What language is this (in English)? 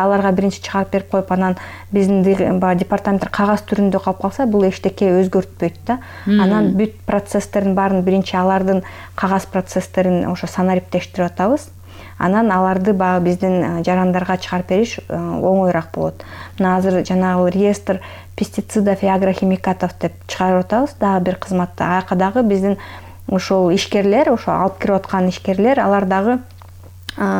Kyrgyz